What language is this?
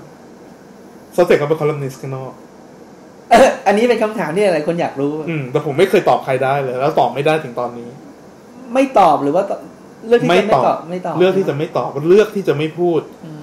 Thai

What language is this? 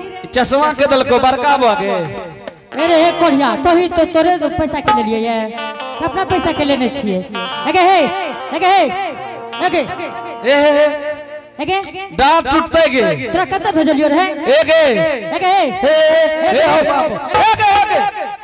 Angika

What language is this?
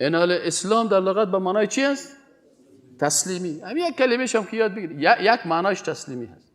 Persian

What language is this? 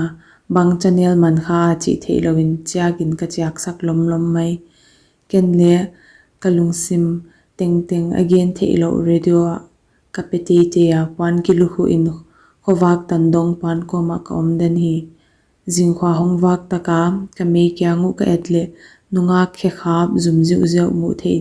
Paite Chin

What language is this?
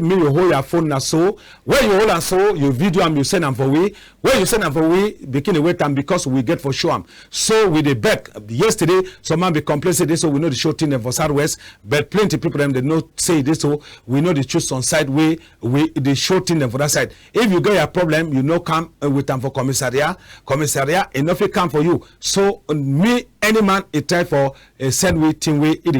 Cameroon Pidgin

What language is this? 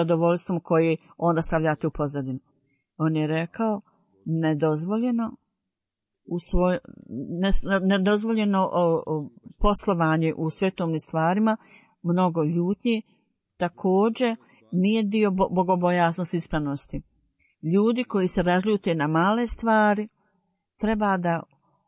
Bosnian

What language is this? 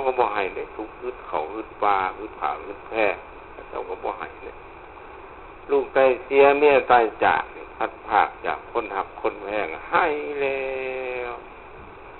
Lao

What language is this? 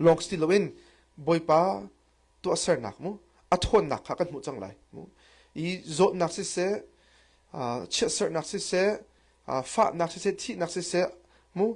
Hakha Chin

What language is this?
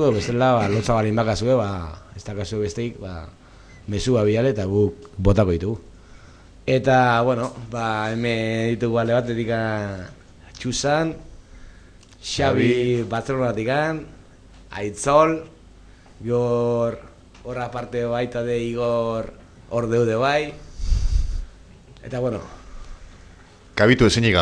Basque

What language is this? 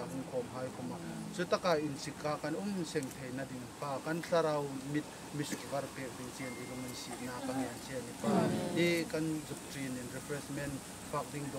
Hmar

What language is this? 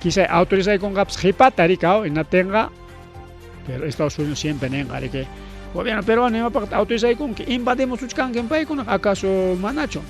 Ayacucho Quechua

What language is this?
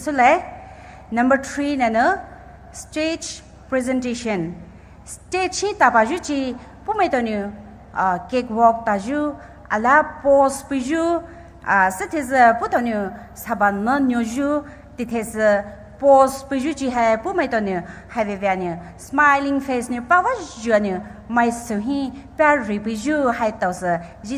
Poumei Naga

